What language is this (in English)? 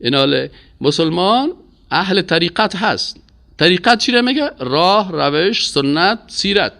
Persian